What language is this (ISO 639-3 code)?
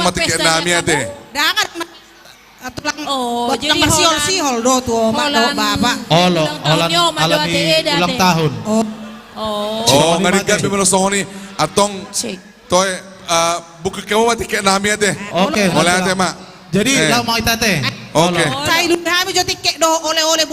bbc